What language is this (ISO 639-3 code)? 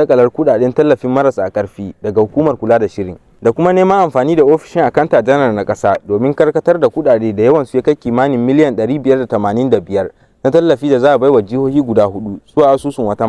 hau